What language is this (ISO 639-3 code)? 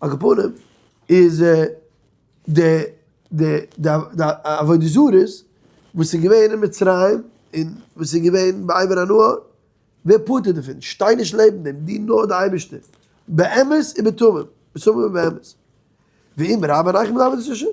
yid